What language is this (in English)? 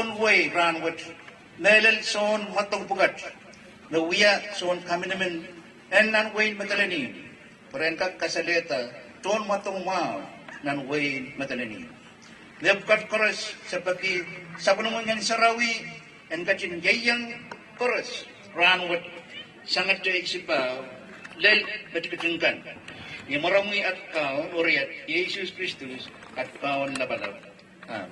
Pohnpeian